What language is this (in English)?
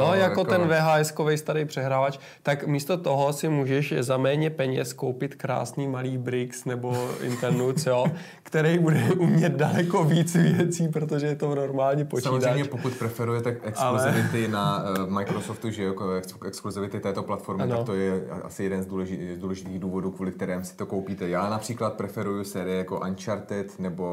Czech